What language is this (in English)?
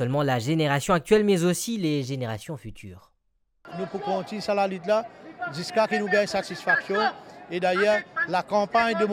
Morisyen